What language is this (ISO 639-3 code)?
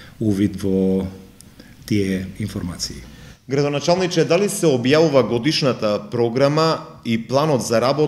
mkd